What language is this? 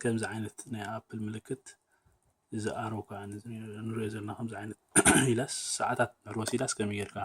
Tigrinya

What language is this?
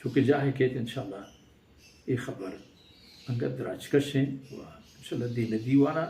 Baluchi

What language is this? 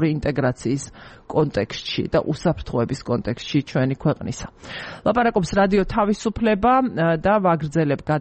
Georgian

